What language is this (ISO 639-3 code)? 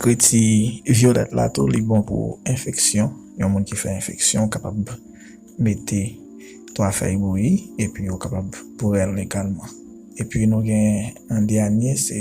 hat